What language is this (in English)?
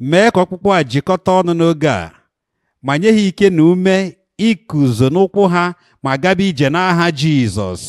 Igbo